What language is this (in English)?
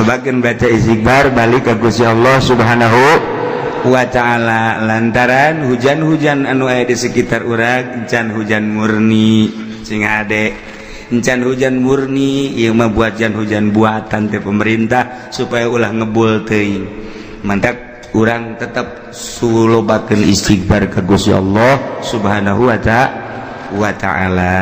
Sundanese